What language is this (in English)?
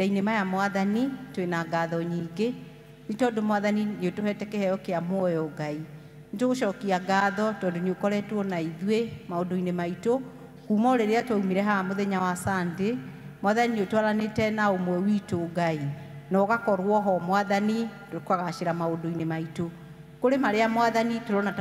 Kikuyu